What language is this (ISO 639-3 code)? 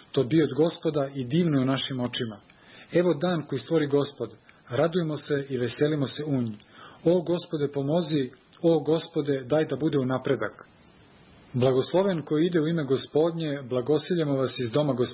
srp